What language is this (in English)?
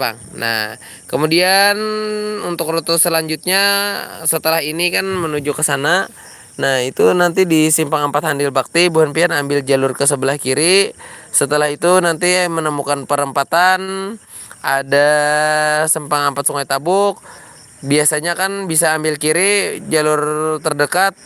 Banjar